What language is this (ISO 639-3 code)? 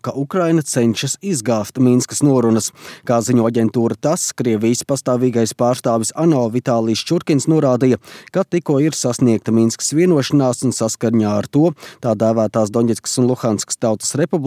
lav